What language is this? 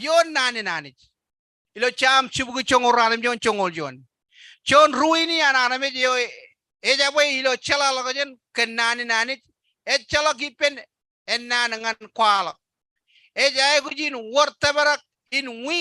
Marshallese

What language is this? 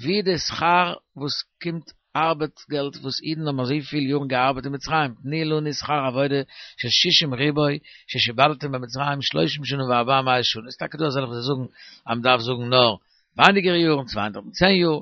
Yiddish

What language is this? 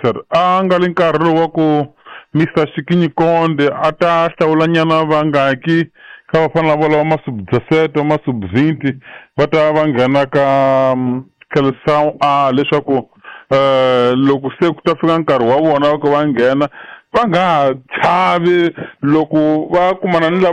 Tsonga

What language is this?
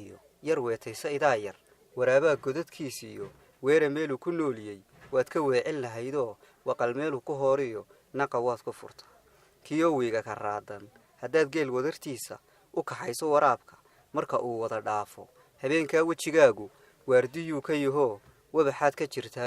Somali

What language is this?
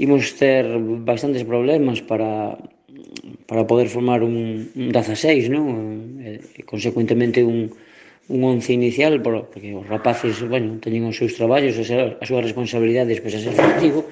Galician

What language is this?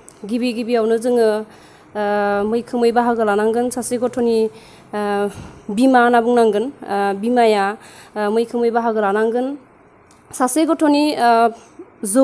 Bodo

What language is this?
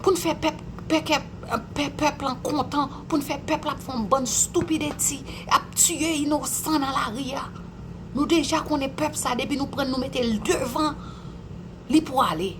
Haitian Creole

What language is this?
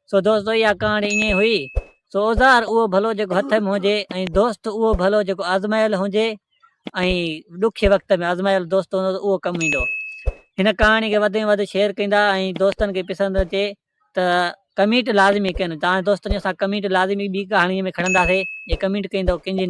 Sindhi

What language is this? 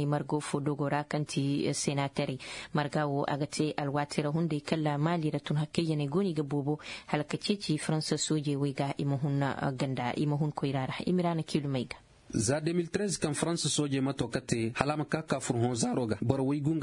Koyraboro Senni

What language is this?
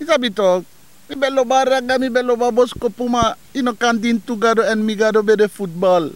Sranan Tongo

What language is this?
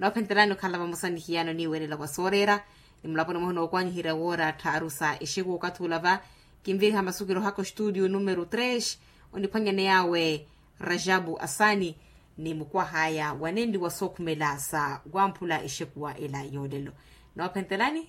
Makhuwa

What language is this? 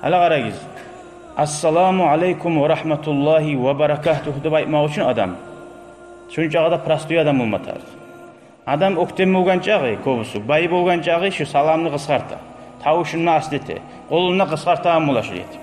Kumyk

